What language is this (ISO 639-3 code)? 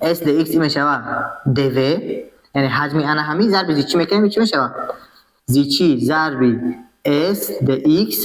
tgk